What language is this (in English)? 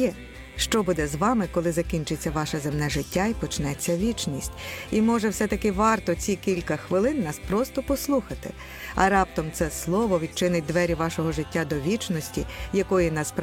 Ukrainian